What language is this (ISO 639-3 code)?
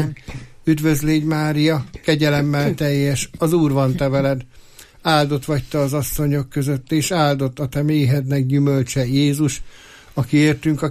hun